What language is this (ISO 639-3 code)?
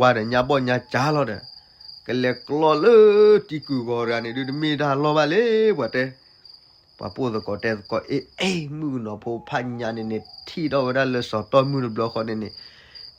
ksw